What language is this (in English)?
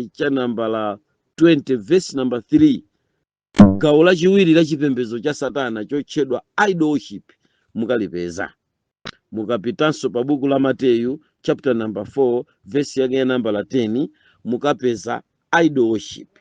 Nyanja